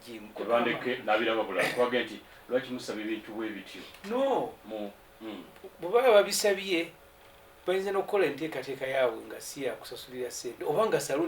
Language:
Ganda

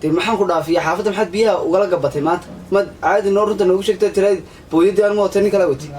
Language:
Somali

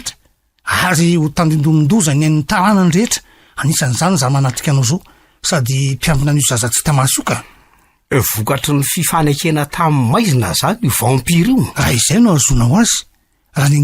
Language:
Malagasy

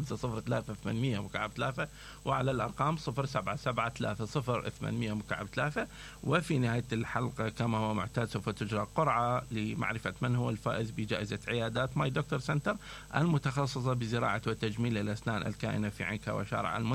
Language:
Mesopotamian Arabic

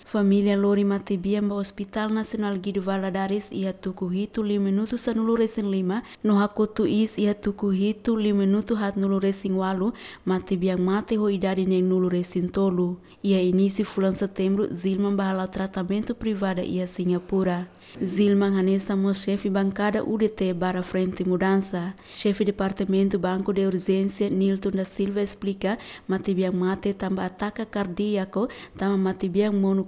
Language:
Tetum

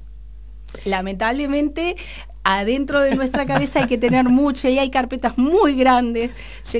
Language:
Spanish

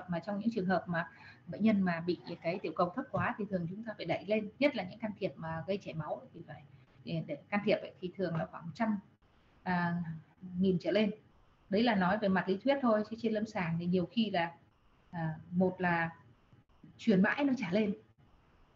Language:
Vietnamese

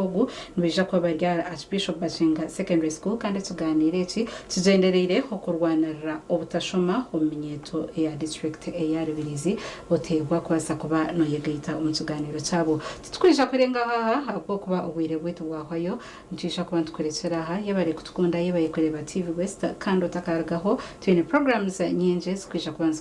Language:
Nyankole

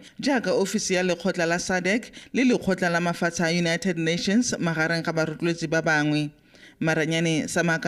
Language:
Tswana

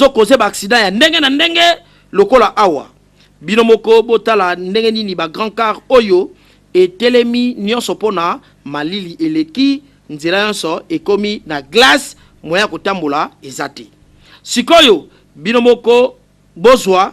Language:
Lingala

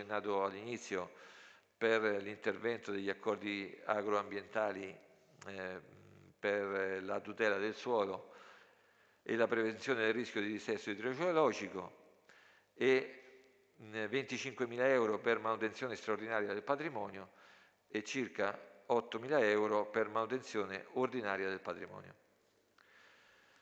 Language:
Italian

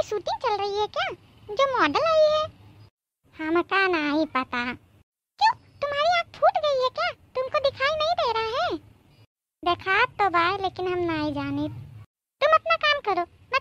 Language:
Awadhi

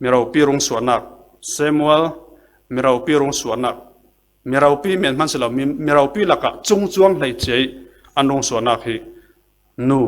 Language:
Falam Chin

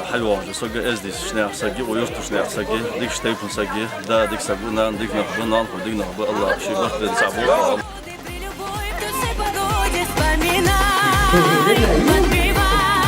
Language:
Ingush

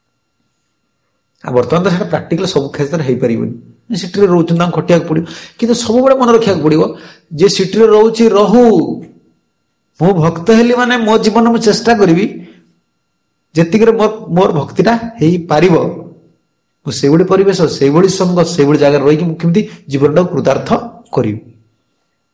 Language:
Odia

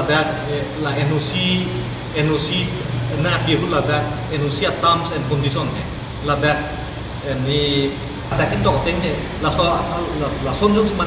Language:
Karbi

